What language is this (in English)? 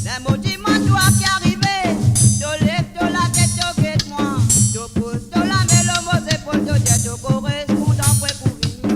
Morisyen